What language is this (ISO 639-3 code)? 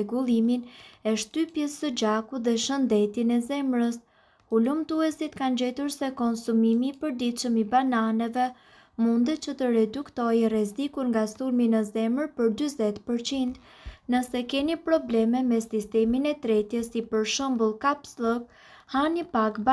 sqi